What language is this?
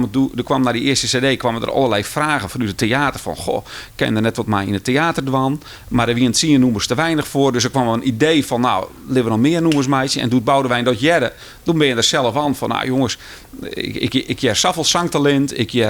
Western Frisian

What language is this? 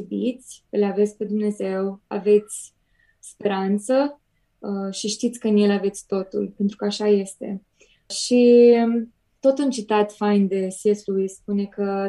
Romanian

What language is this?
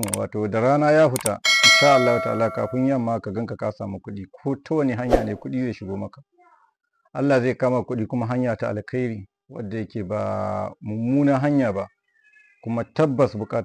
Hausa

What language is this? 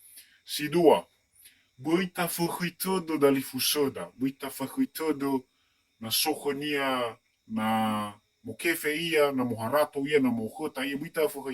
Nias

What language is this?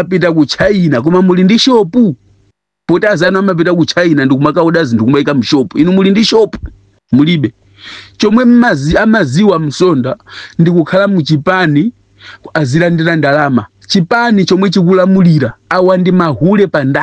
Nyanja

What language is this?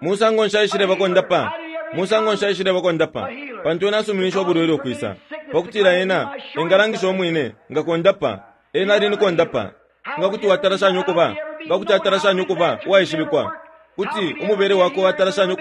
Bemba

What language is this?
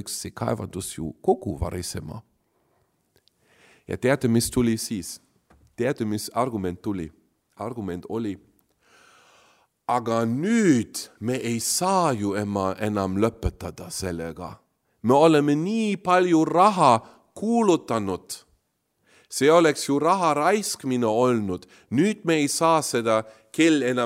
Estonian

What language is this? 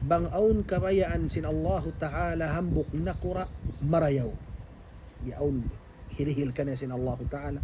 Tausug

